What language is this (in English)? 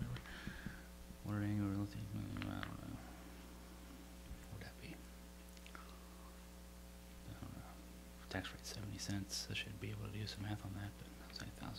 English